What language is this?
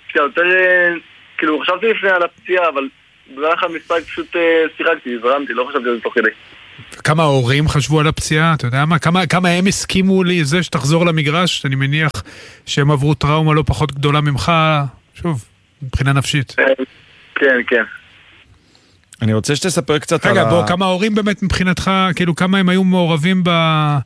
Hebrew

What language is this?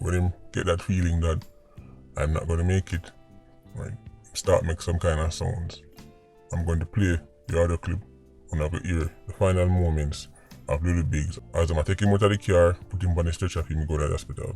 Jamaican Creole English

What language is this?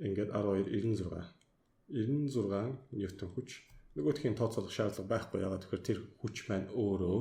Mongolian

